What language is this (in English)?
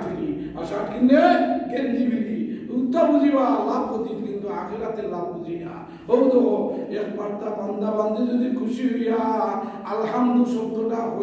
Sylheti